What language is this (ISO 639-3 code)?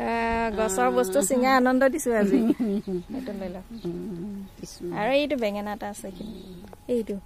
asm